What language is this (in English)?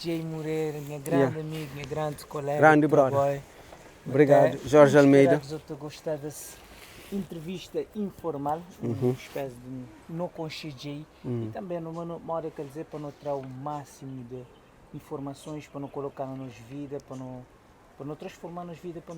Kabuverdianu